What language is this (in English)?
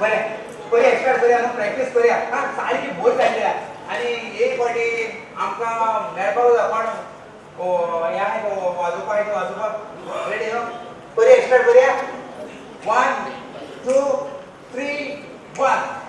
Konkani